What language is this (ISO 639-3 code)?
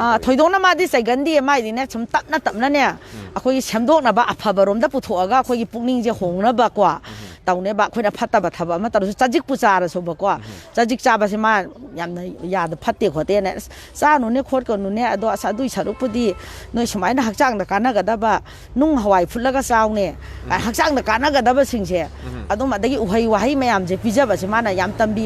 mni